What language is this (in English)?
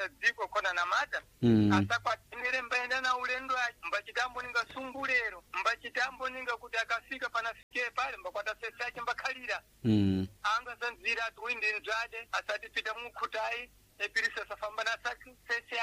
Sena